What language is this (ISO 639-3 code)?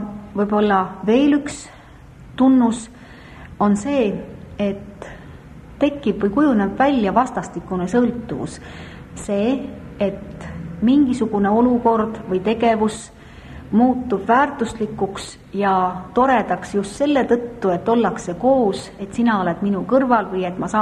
est